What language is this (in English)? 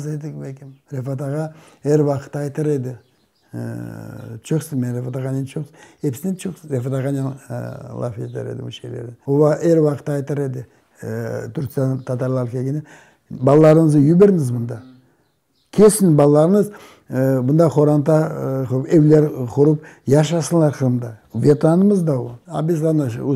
Crimean Tatar